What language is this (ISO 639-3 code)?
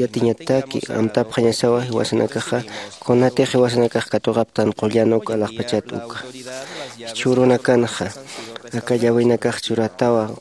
aym